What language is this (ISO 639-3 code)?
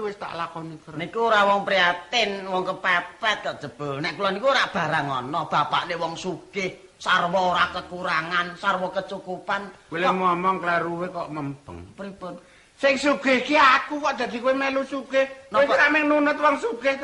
jav